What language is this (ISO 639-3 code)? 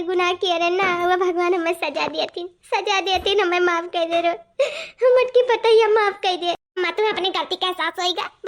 awa